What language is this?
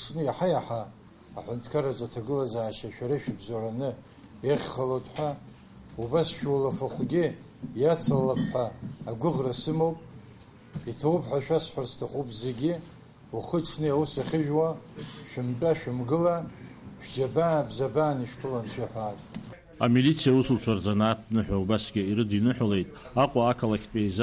Abkhazian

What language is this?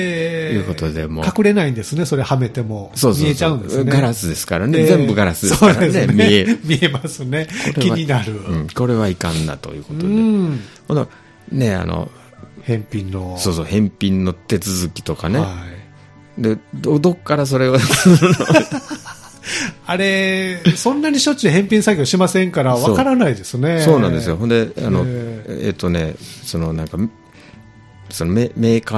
Japanese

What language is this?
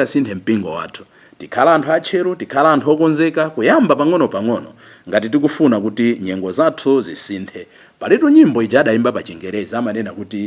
Nyanja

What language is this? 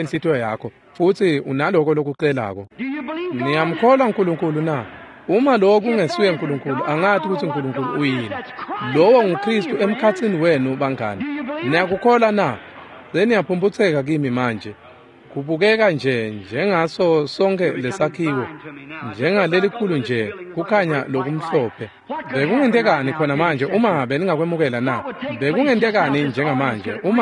Swati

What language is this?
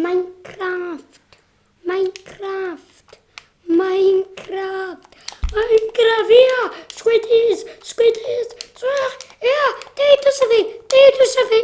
Welsh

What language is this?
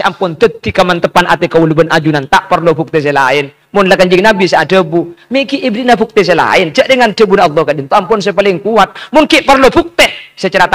Madurese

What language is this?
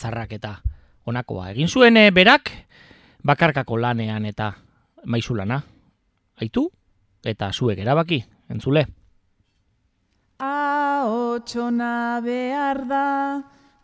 Basque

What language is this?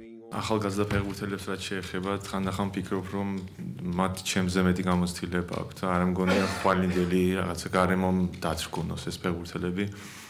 Georgian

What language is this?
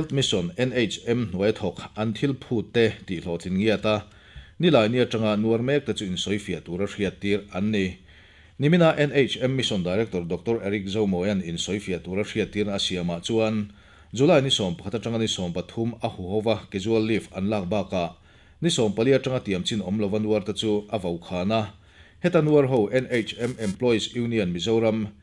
Mizo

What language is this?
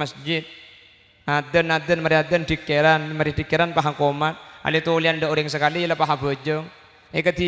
Madurese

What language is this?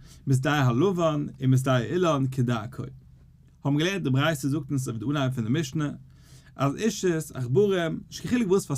Yiddish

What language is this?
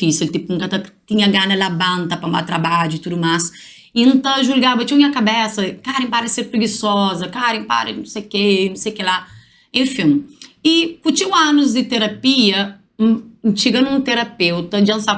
Kabuverdianu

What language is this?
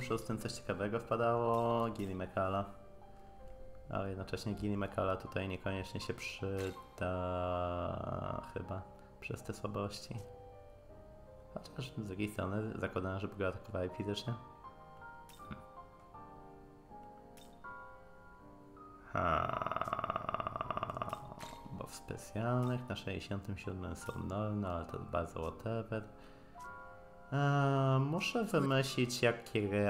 Polish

